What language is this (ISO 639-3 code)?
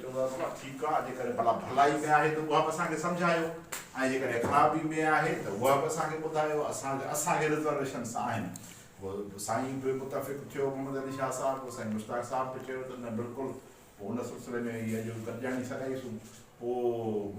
snd